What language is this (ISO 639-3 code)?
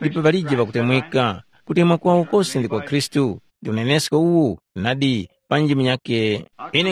tum